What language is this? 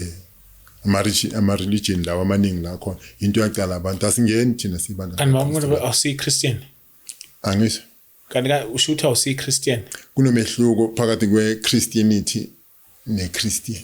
Zulu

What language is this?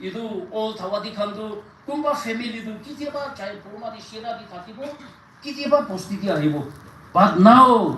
Naga Pidgin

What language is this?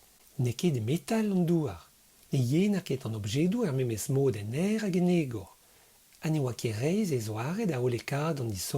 Breton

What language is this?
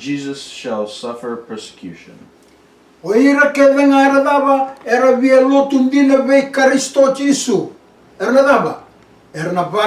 Fijian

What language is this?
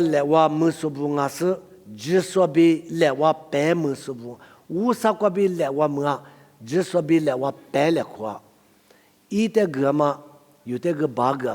Lisu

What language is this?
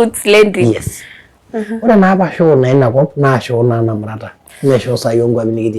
Masai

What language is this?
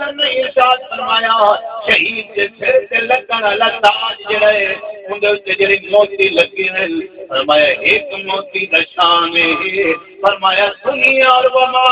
Saraiki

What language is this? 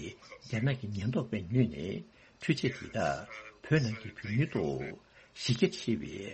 Tibetan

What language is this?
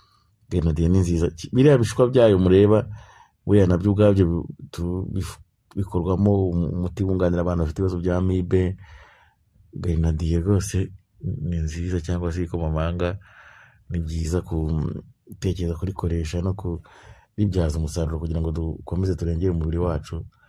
Kinyarwanda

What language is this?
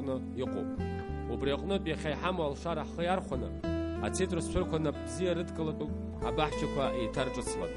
Abkhazian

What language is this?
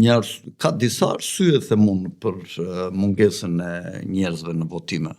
Albanian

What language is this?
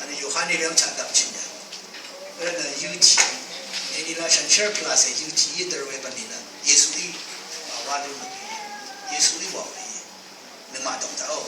Rawang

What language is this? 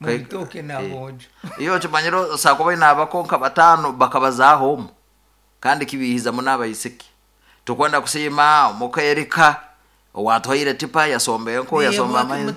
Nyankole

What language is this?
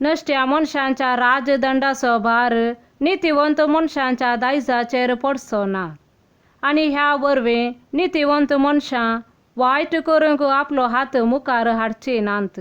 Konkani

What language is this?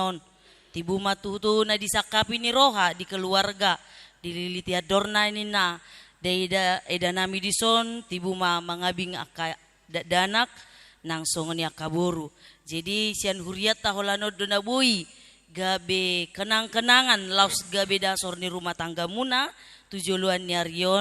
Batak Toba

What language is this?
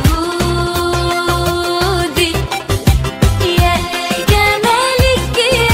Egyptian Arabic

